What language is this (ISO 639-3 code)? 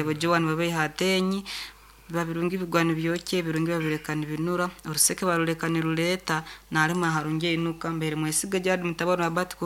nyo